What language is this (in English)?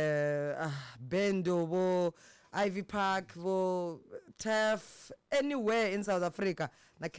Tsonga